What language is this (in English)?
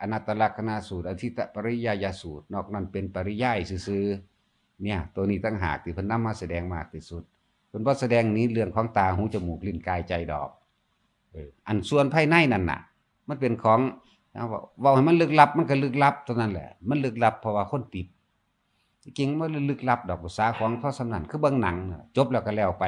Northeastern Thai